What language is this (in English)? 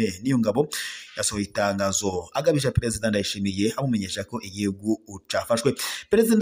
Rundi